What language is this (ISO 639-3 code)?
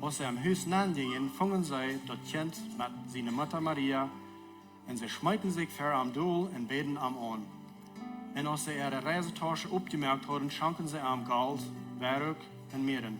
pdt